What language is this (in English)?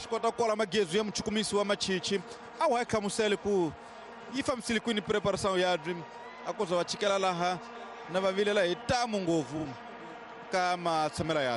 Tsonga